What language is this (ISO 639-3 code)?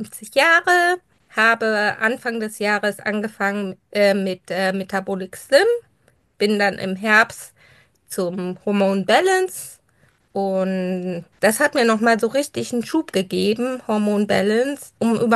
deu